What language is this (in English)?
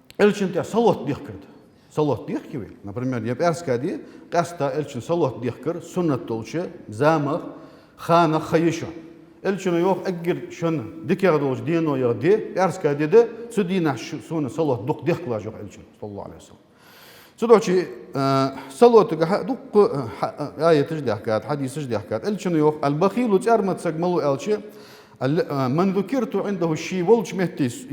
Ingush